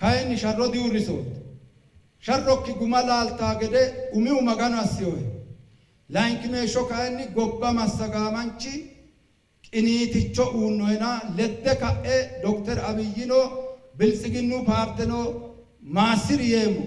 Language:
Sidamo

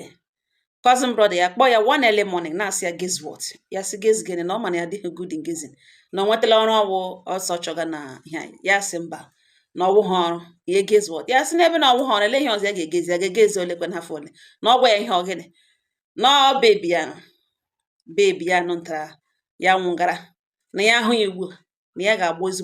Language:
Igbo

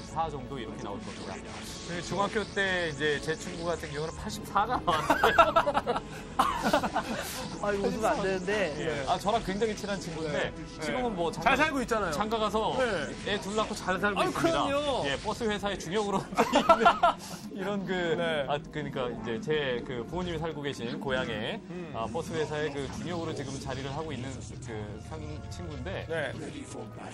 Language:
Korean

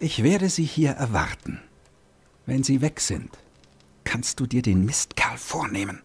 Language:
Bavarian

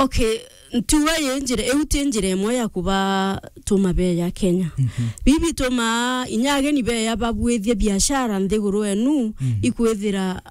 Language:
Meru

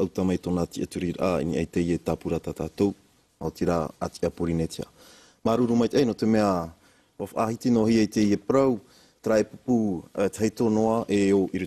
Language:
Tahitian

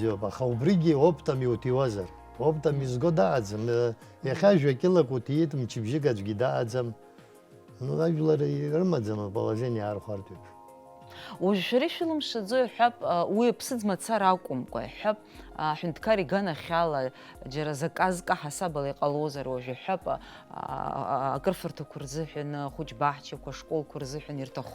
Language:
Abkhazian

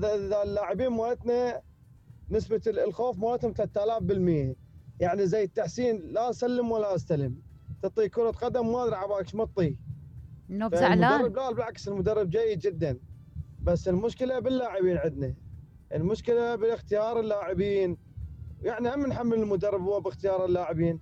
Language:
Mesopotamian Arabic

